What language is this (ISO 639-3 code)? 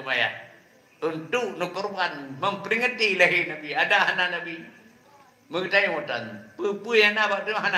ace